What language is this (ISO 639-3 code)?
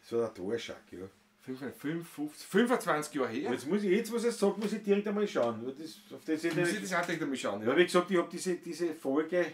bar